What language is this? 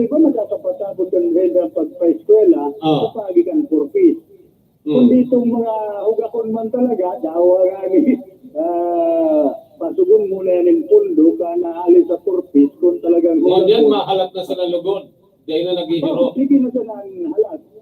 Bikol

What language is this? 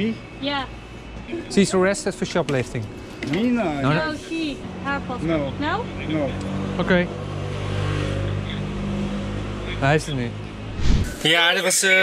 Dutch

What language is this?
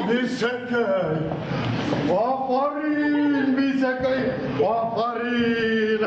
Bashkir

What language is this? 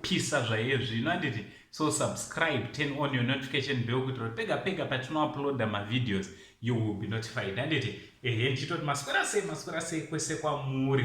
Shona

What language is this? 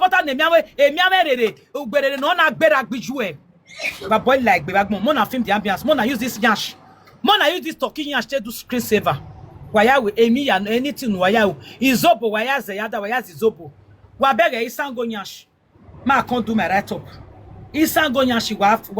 Nigerian Pidgin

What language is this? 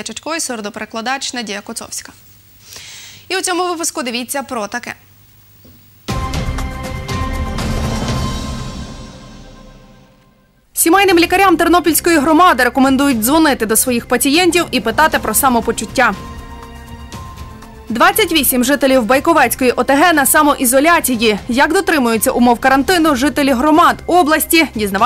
Ukrainian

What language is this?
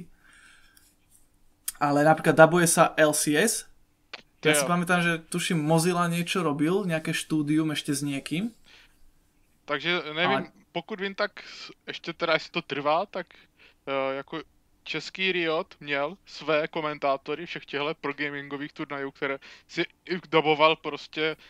Slovak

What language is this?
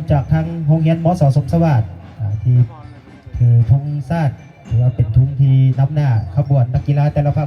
Lao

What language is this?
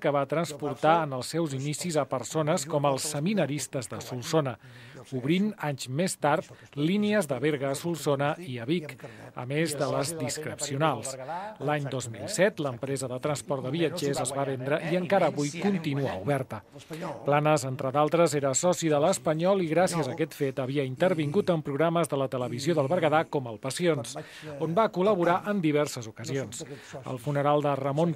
Catalan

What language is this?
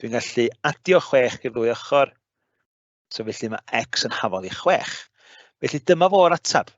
Welsh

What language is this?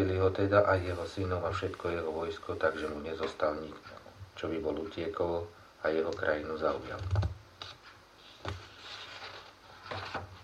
Slovak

